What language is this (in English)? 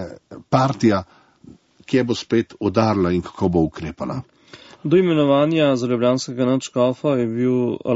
Slovenian